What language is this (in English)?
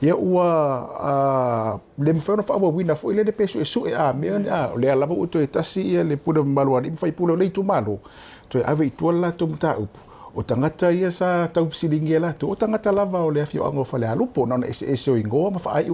Samoan